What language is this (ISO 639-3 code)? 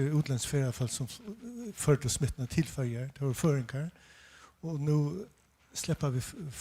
fao